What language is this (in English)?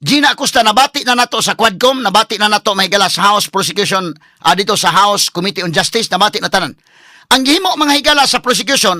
Cebuano